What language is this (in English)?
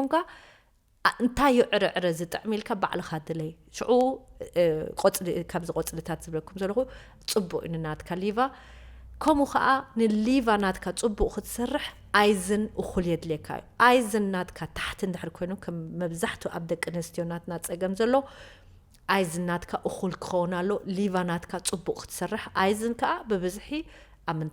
Tigrinya